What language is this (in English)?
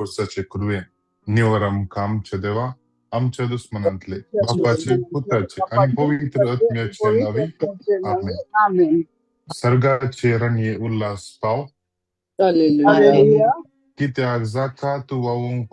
Konkani